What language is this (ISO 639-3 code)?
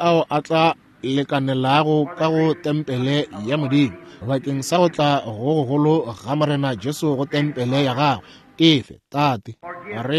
nso